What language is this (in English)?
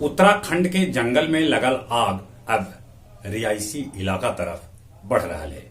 Magahi